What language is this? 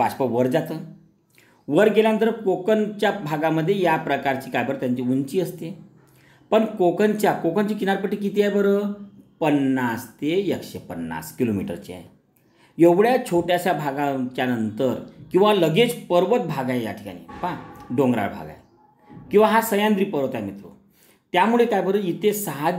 Marathi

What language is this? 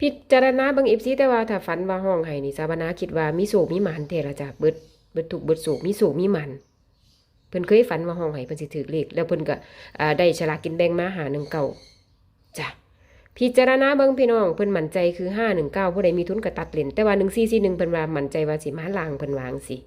Northeastern Thai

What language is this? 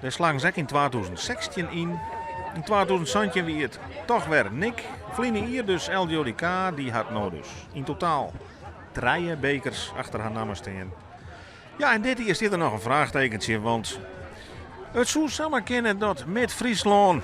Western Frisian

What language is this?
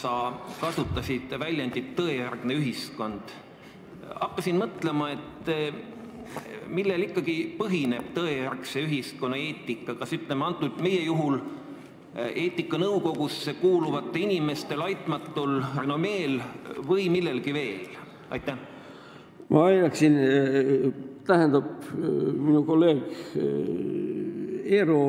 Estonian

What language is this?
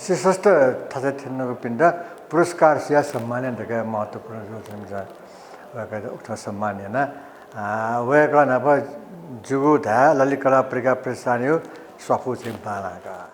Newari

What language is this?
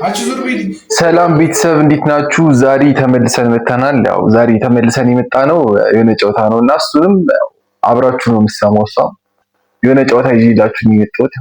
Amharic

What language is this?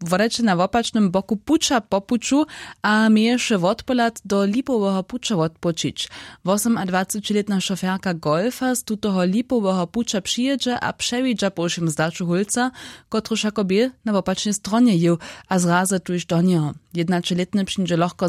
Upper Sorbian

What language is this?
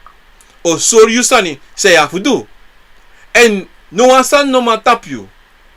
Sranan Tongo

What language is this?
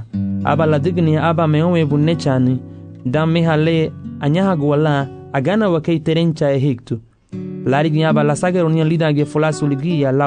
Garifuna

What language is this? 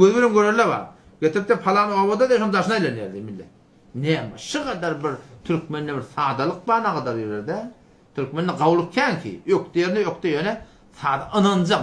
Turkmen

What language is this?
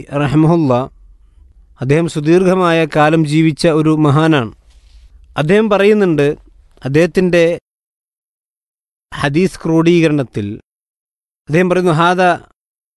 Malayalam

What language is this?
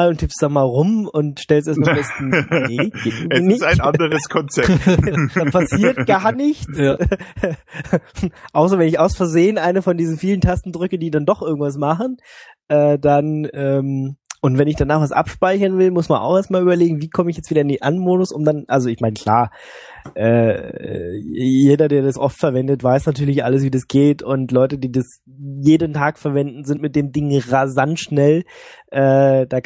German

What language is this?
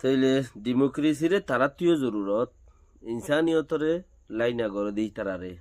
Rohingya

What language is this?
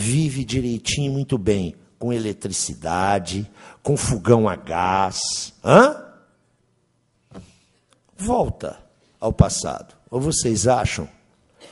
Portuguese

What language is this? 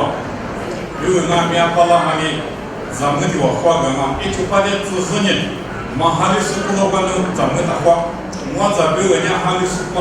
Lisu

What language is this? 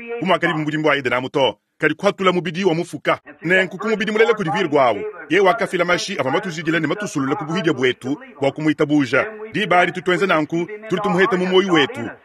Luba-Lulua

